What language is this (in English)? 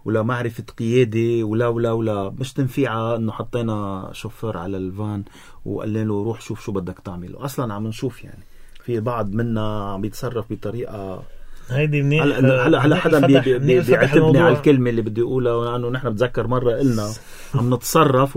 North Levantine Arabic